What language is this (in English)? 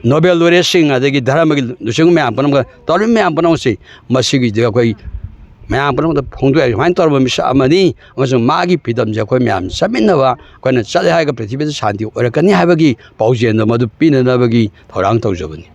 Manipuri